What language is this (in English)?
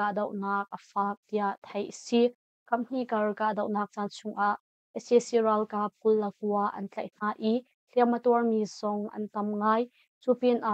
Hakha Chin